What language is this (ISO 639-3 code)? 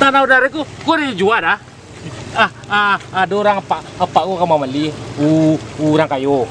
min